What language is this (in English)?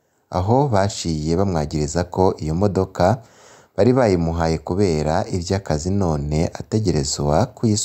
Rundi